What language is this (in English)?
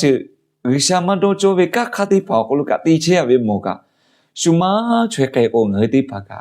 Lahu